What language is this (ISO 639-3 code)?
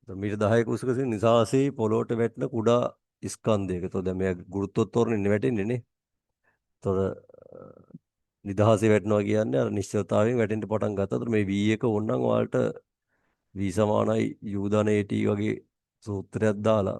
sin